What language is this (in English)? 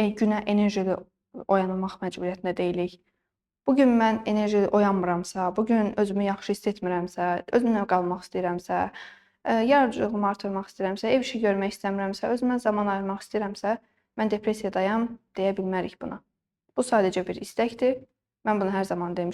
Azerbaijani